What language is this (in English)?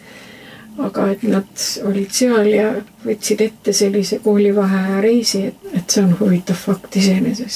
Estonian